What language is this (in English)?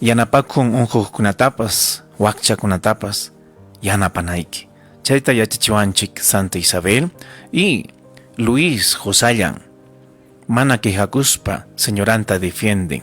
Ayacucho Quechua